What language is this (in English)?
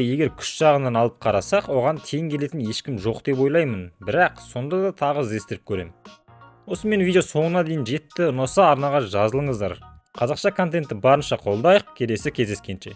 Kazakh